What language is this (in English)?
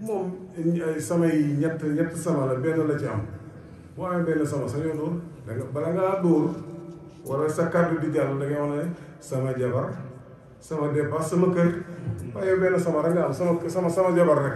Wolof